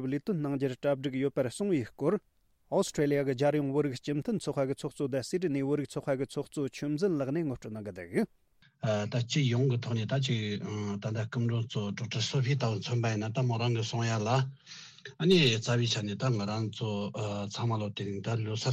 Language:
Tibetan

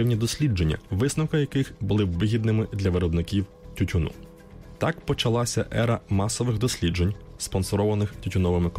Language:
Ukrainian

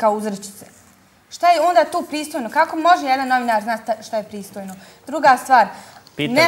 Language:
Bosnian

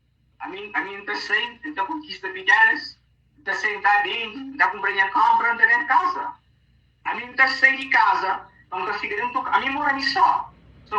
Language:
Kabuverdianu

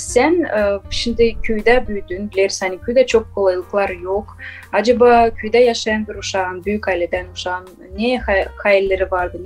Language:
Gagauz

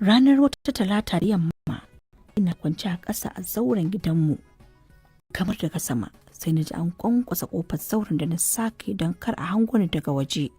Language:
Hausa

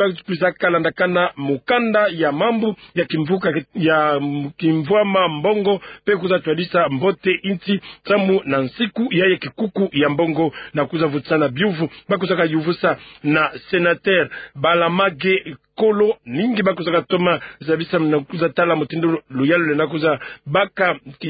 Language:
Kituba (Democratic Republic of Congo)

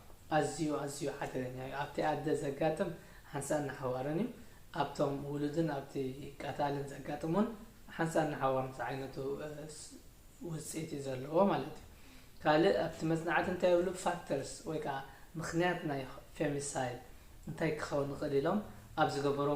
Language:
Tigrinya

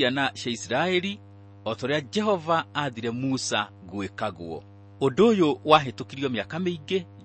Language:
Kikuyu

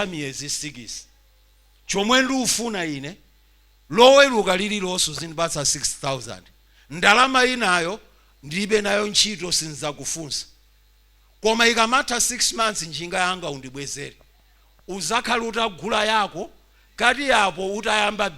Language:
Nyanja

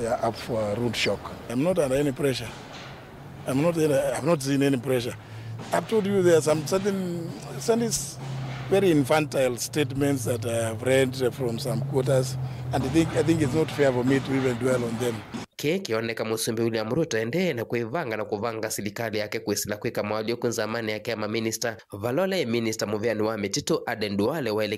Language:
Kamba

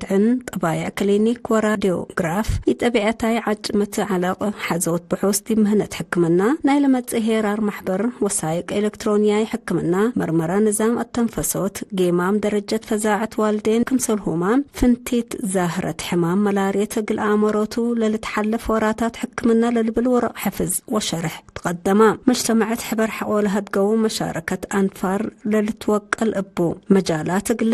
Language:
Tigre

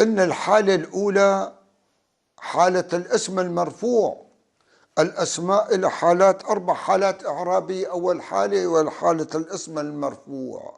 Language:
North Levantine Arabic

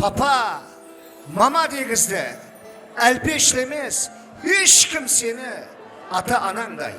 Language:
Kara-Kalpak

